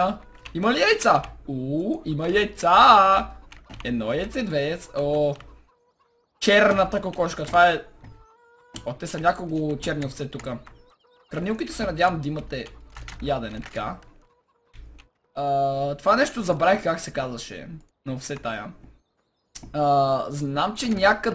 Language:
Bulgarian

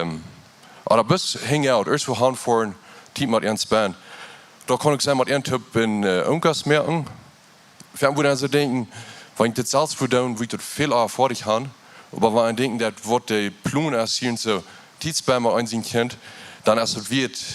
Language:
Plautdietsch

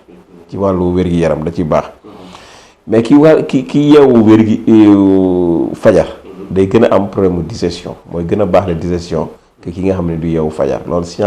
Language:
Wolof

